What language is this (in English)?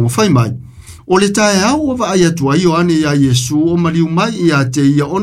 Samoan